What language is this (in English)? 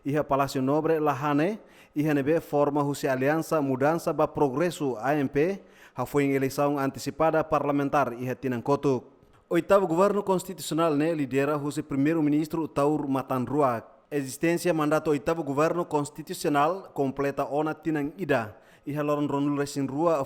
Tetum